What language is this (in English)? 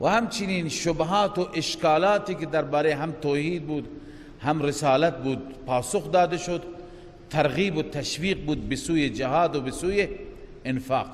Persian